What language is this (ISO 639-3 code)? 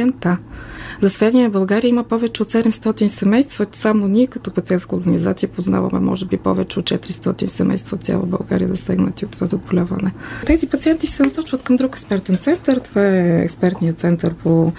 bul